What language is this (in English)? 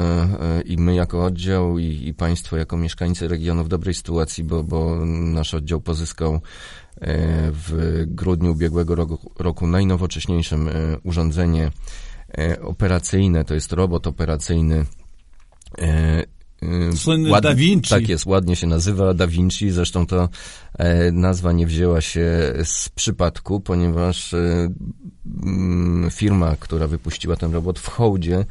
Polish